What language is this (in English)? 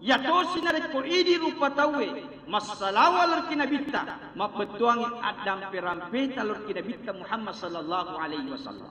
Buginese